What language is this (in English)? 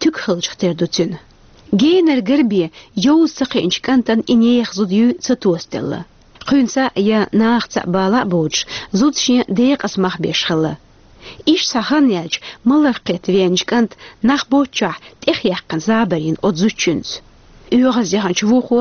Chechen